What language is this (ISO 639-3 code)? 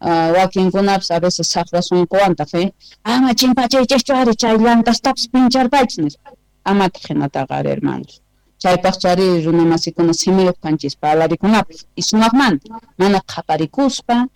quh